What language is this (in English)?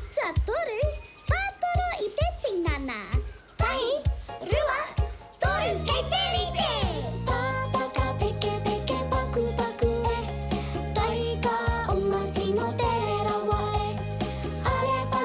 Māori